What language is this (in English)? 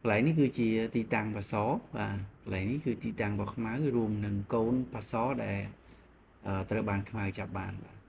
Khmer